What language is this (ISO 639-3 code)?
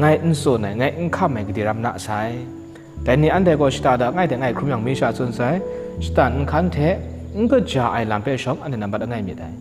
kac